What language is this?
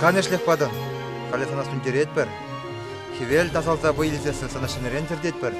Chuvash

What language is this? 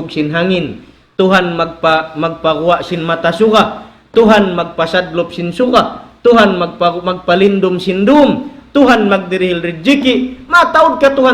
Tausug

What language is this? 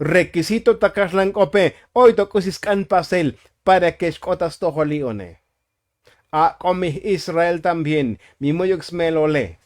Tzotzil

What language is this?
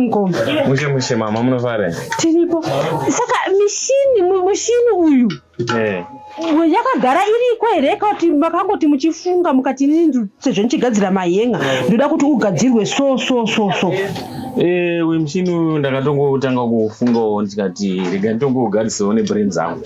Shona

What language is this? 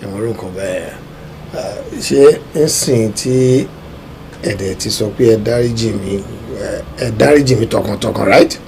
Yoruba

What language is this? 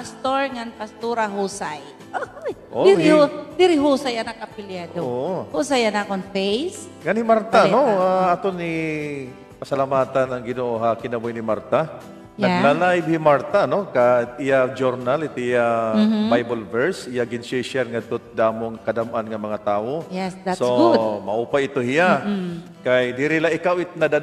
Waray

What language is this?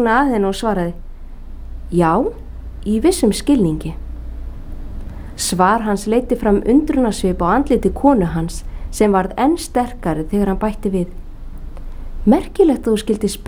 Icelandic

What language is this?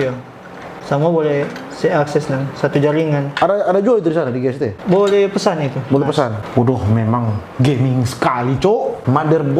Manado Malay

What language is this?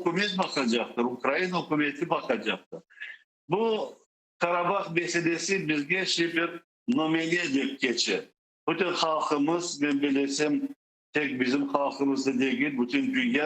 Crimean Tatar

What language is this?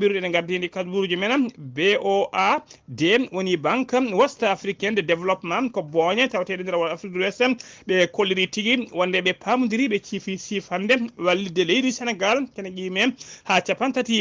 Fula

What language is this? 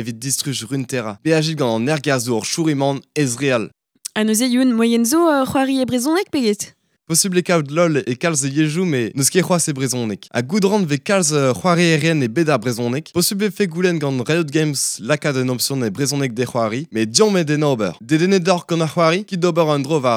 Breton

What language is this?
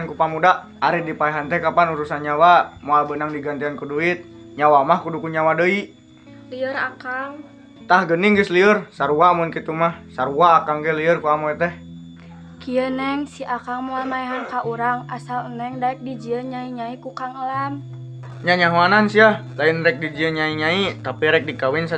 Sundanese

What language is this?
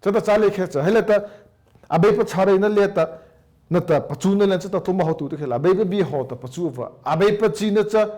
Mara Chin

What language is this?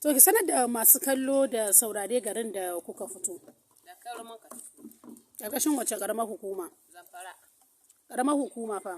Hausa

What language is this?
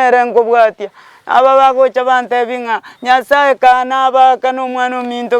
Gusii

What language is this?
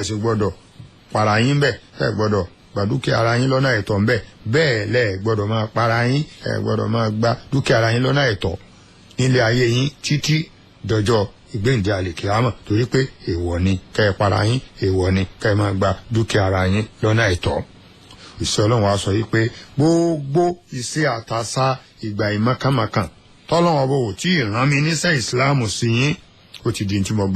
Yoruba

